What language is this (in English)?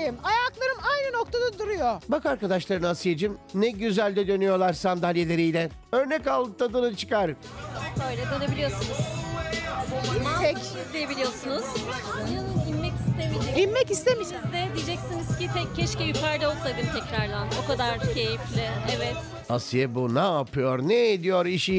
Turkish